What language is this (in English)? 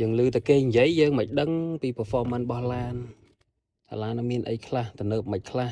Khmer